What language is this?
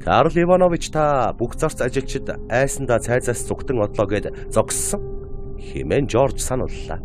Mongolian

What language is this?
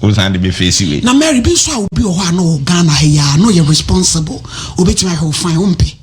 Akan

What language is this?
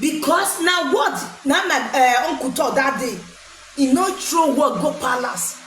Nigerian Pidgin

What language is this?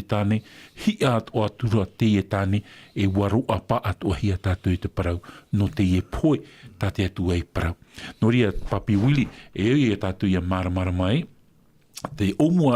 Tahitian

